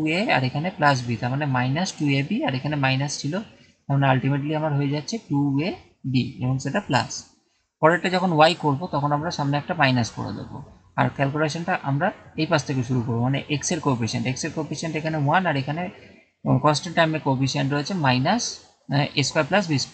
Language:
Bangla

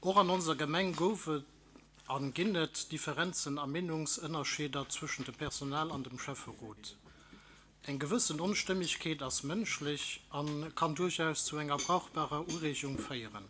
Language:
Luxembourgish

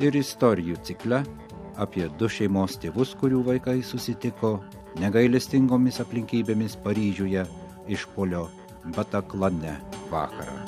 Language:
Lithuanian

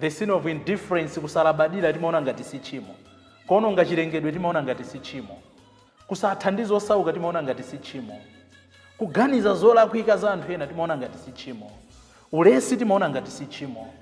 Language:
Nyanja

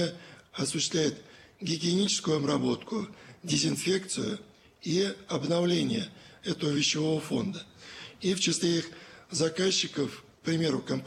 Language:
Russian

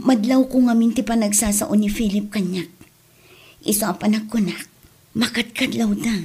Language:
Iloko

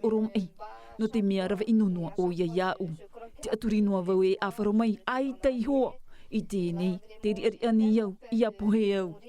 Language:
Tahitian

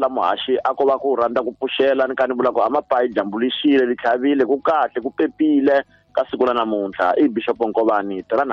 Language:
Tsonga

